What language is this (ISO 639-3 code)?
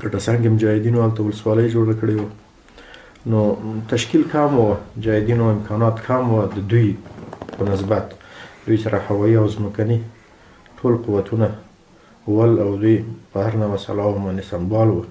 pus